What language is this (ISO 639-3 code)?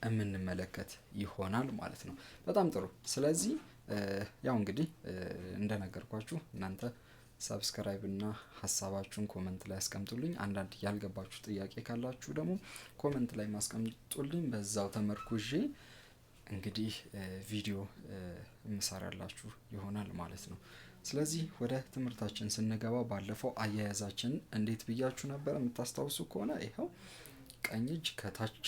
amh